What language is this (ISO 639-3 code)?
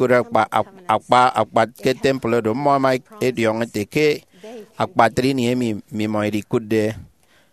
efi